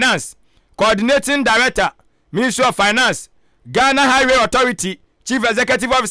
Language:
Akan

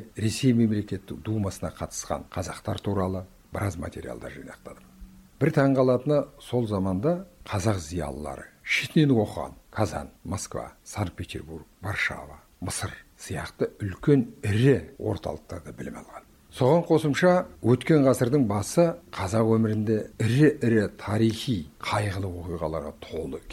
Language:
Kazakh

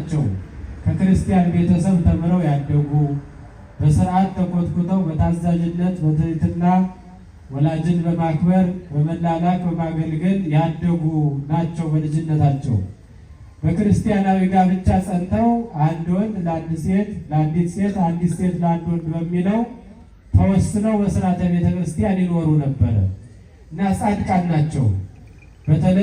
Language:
Amharic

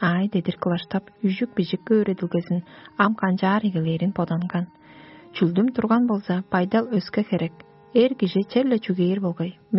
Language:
Tuvinian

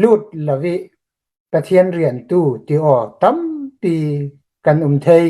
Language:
Hakha Chin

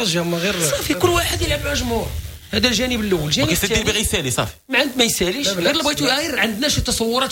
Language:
Moroccan Arabic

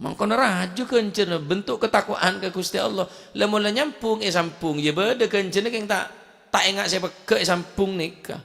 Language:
Madurese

